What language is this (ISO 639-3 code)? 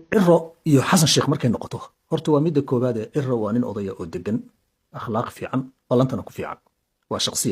som